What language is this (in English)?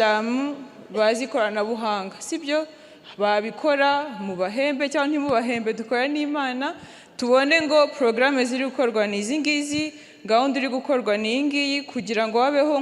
Kinyarwanda